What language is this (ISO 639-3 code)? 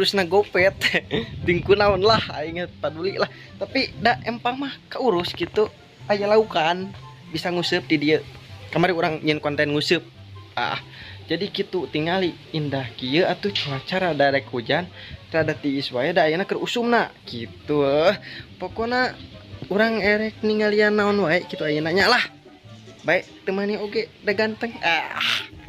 sun